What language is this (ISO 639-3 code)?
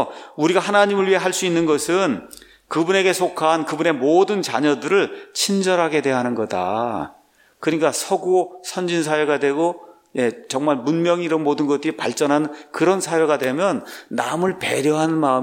kor